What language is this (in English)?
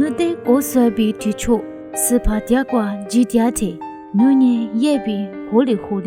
Lisu